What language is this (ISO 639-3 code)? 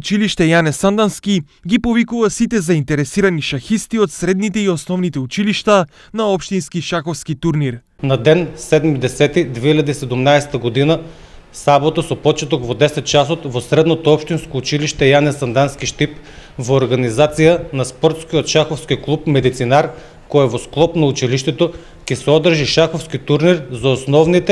mkd